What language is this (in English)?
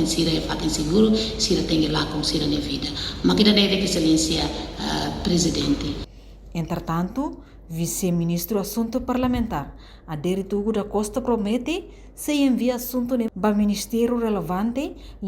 Tetum